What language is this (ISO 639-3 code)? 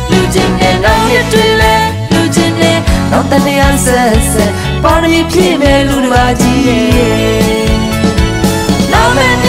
mya